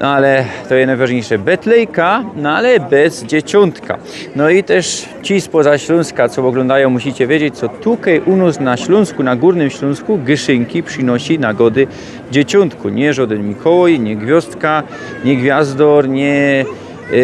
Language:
Silesian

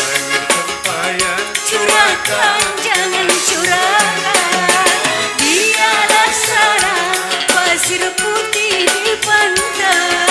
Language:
Betawi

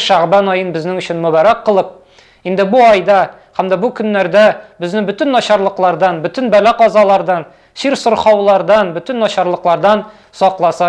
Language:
Tatar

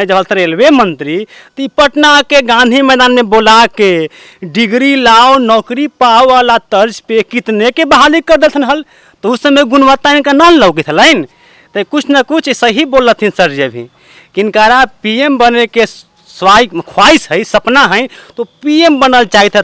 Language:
Magahi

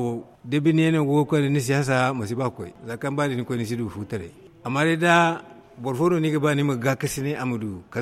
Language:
Zarma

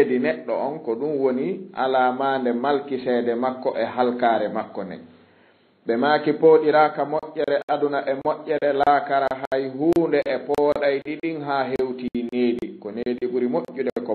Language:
Fula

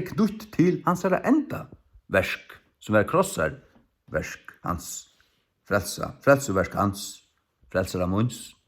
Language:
Faroese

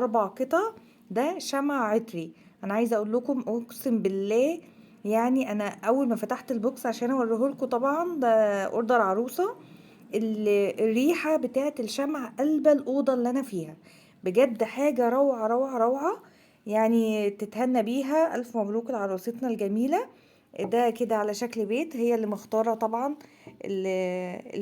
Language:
Egyptian Arabic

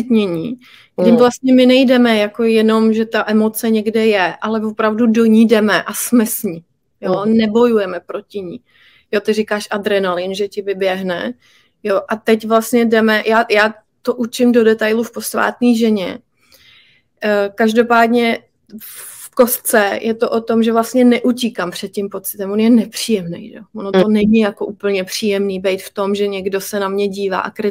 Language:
Czech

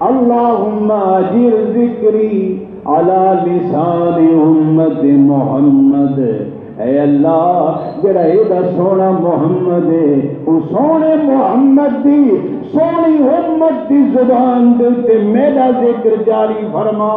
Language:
Saraiki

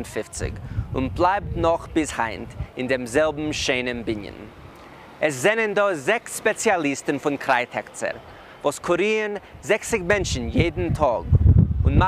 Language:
Yiddish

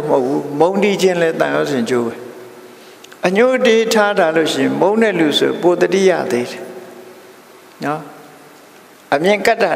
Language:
Burmese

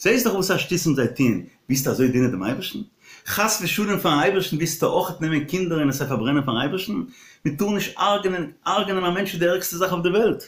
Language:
Yiddish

